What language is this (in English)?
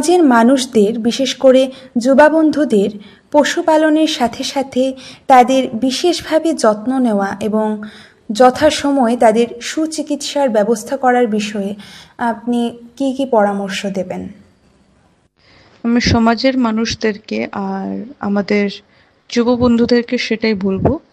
Bangla